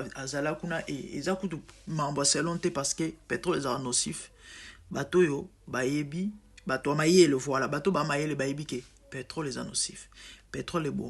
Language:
Lingala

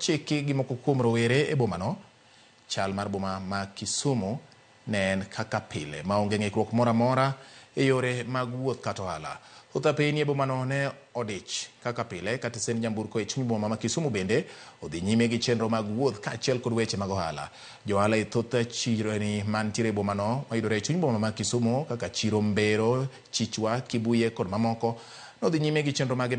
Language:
Luo (Kenya and Tanzania)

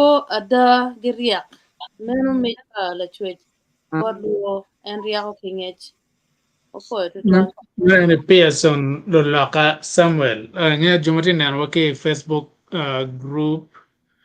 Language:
Acoli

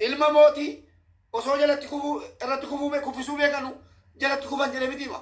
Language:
Oromo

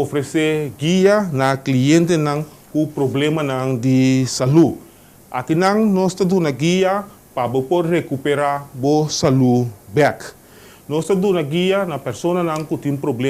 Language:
Papiamento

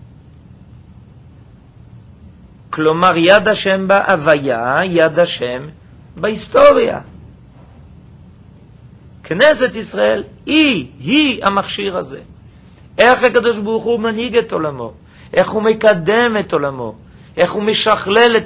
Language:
Hebrew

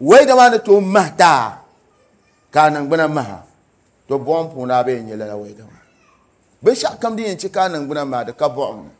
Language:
Dagbani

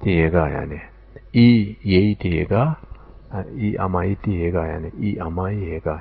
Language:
Zaza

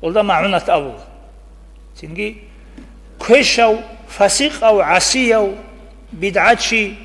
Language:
Avaric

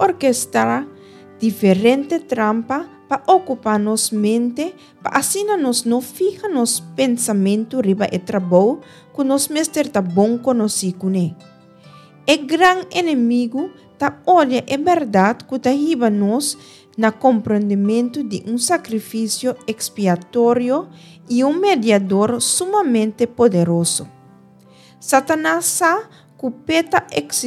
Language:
Papiamento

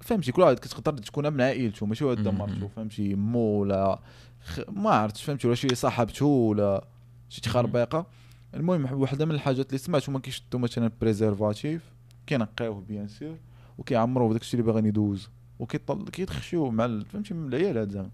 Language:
Moroccan Arabic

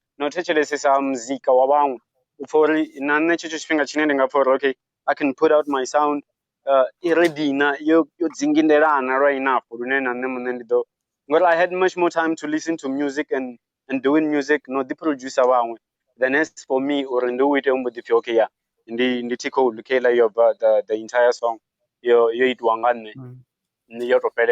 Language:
Venda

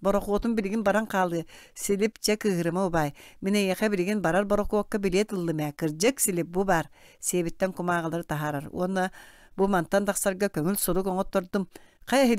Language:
Yakut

